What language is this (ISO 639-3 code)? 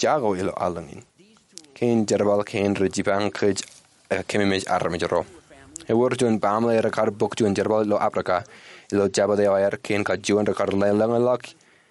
mah